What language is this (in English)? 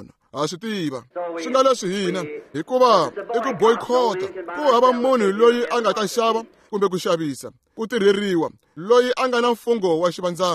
Tsonga